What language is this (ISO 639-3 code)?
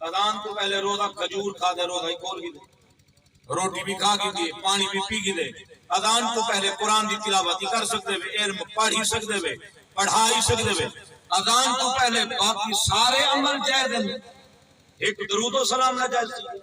skr